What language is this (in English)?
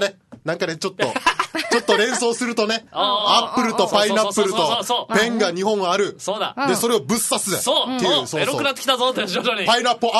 Japanese